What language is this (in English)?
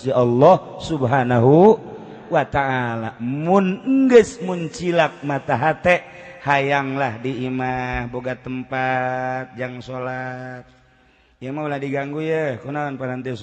Sundanese